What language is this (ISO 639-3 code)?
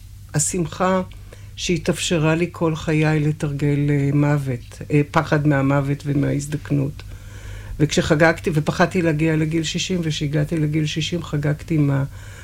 heb